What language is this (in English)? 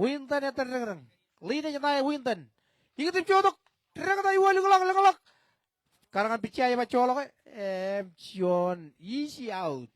Marshallese